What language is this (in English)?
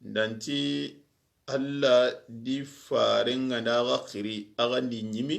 Soninke